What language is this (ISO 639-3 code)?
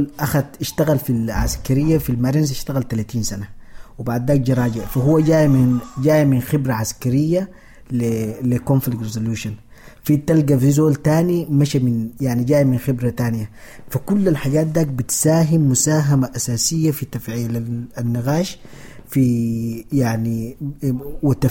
apd